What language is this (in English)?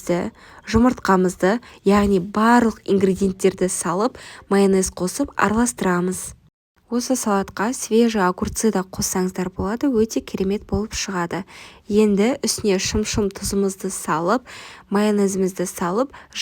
Kazakh